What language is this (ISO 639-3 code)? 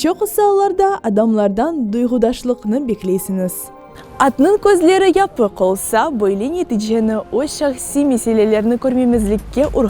crh